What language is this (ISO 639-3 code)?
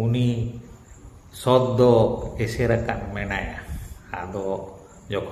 sat